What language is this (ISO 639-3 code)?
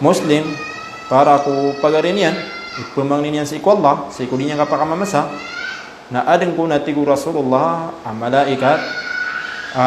mrw